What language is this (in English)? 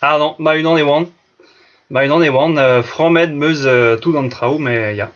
Breton